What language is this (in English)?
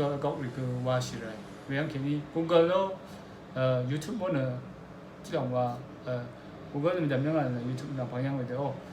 Rawang